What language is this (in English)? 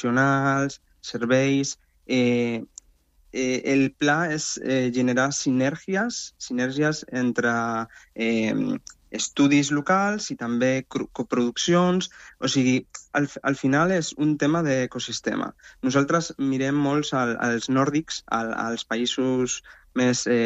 Catalan